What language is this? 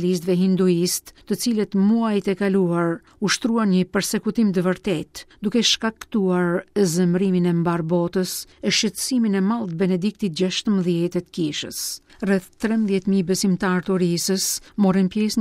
Albanian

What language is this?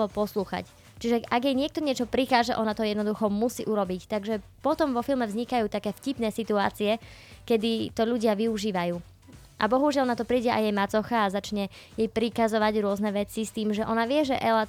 Slovak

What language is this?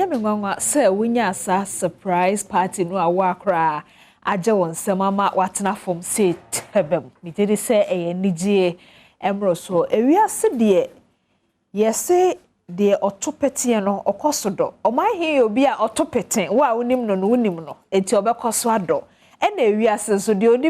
Akan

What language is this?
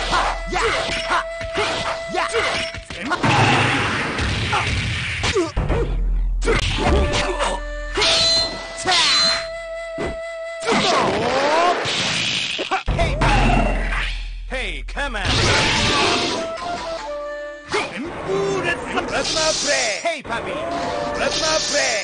Japanese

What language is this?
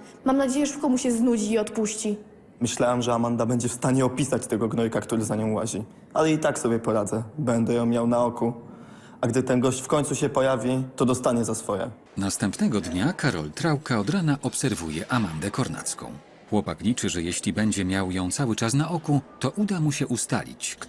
Polish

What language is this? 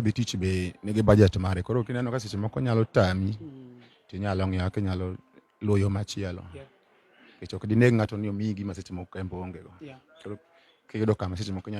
Luo (Kenya and Tanzania)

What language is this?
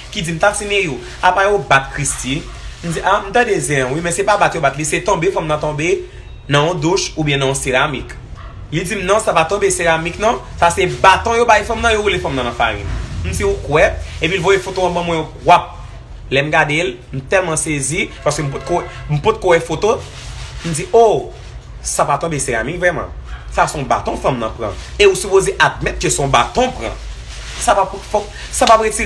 Haitian Creole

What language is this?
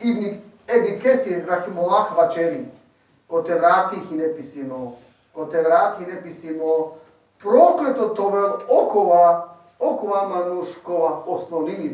Balkan Romani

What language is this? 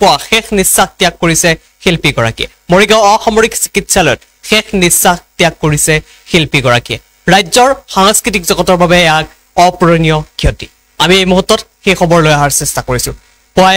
Assamese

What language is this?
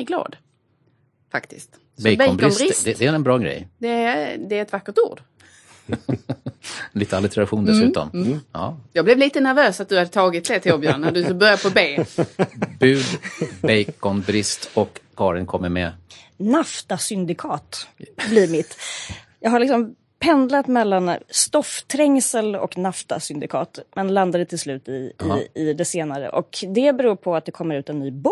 Swedish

